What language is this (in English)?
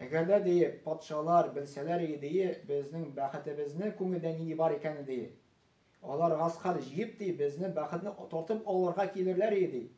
Tatar